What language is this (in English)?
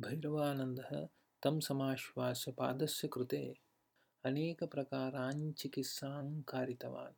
Sanskrit